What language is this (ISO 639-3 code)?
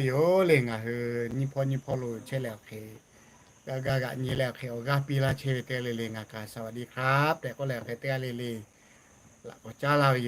lhu